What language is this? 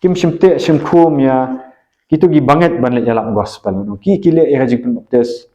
Khasi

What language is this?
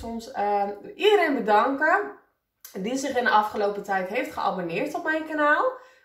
Dutch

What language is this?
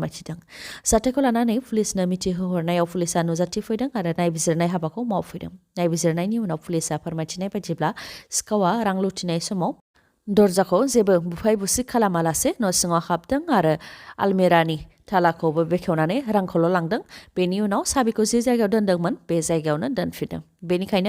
Bodo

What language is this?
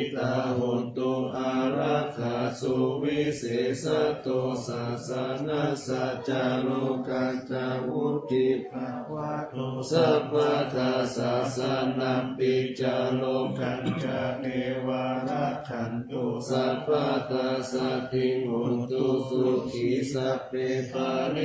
Pali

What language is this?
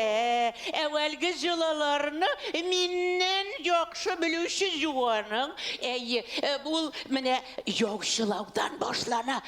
Bashkir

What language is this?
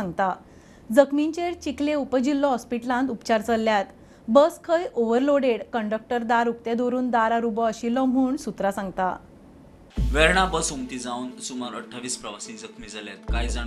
Konkani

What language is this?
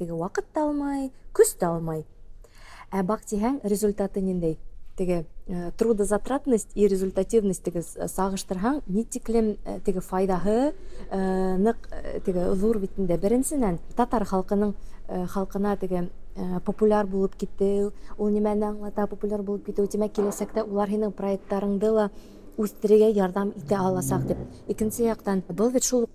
Tatar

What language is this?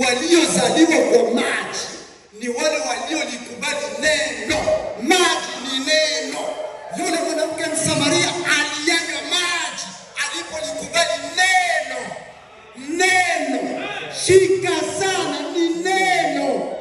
Swahili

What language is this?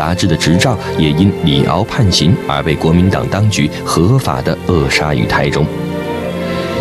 Chinese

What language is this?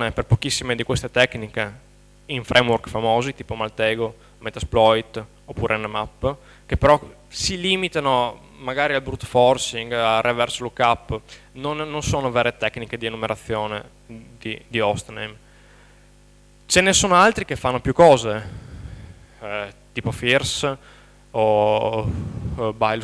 Italian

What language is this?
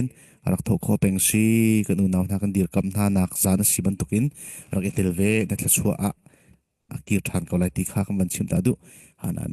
Falam Chin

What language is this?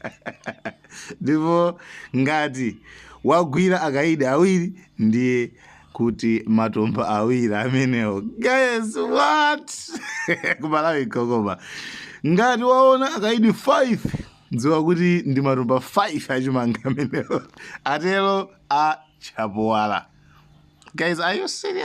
Nyanja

